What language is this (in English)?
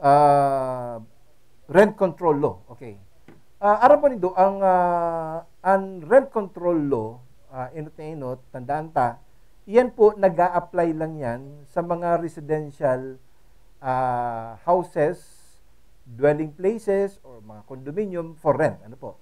Bikol